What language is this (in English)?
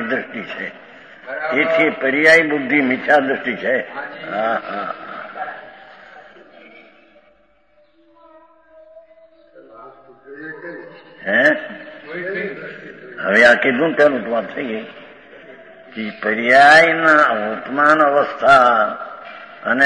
Gujarati